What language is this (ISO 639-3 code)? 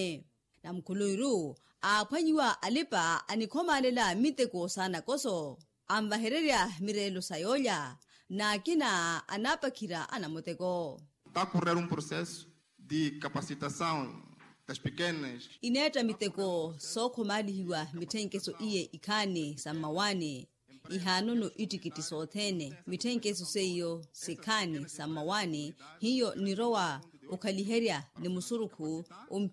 vmw